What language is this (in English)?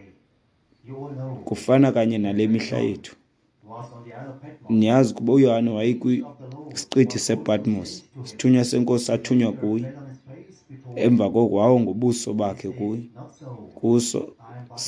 Xhosa